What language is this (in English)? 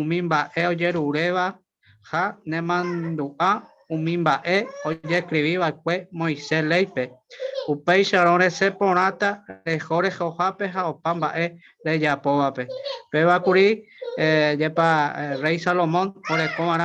Guarani